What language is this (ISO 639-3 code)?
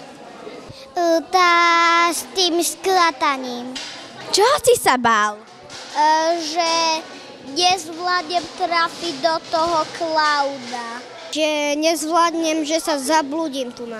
slk